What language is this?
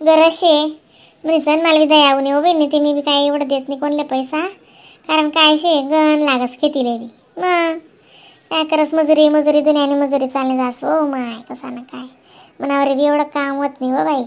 Khandesi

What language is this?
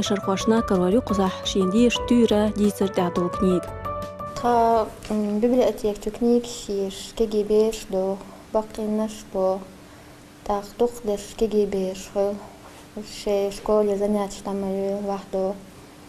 Chechen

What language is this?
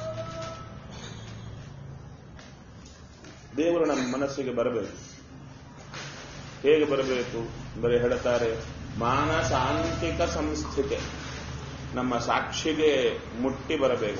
Kannada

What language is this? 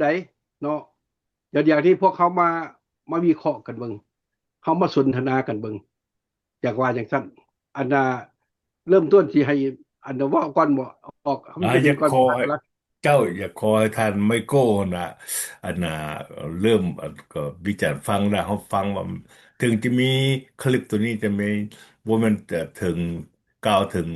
Lao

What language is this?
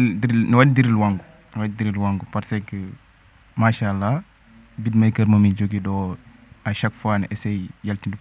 Fula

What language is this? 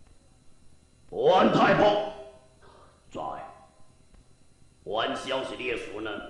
Min Nan Chinese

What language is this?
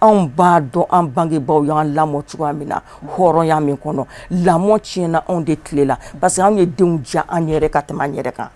Bambara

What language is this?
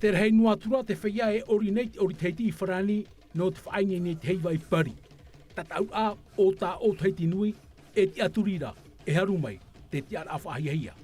Tahitian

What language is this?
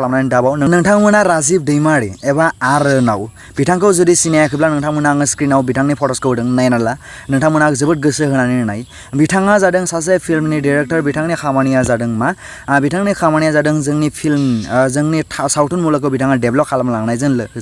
Bodo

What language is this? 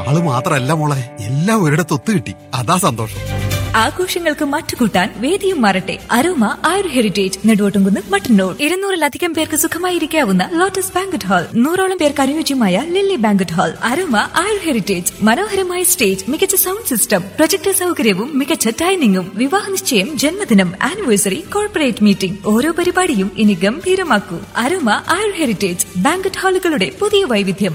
Malayalam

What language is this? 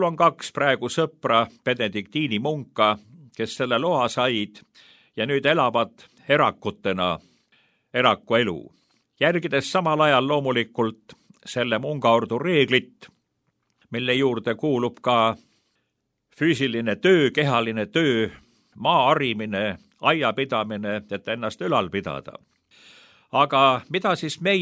Estonian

